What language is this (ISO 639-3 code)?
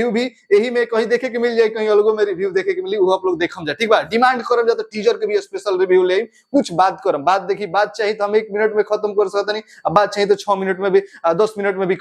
bho